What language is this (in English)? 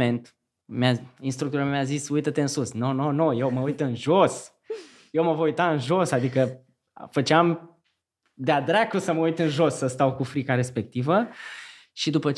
Romanian